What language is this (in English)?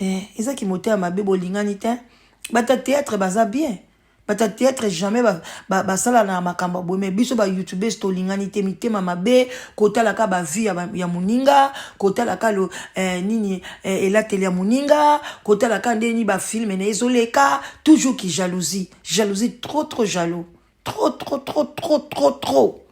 Lingala